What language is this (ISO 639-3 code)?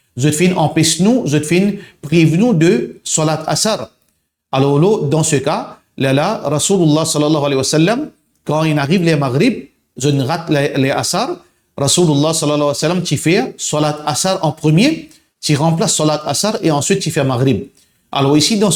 mfe